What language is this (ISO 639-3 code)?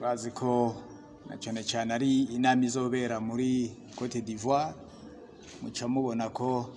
run